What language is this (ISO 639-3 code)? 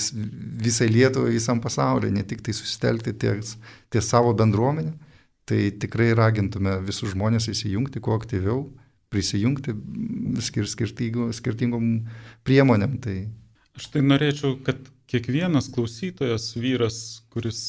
lit